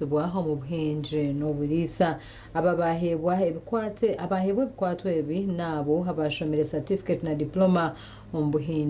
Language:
Nyankole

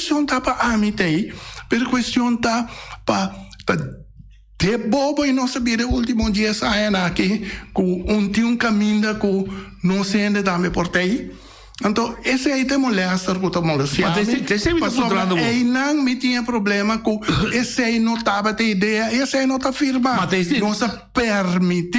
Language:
Papiamento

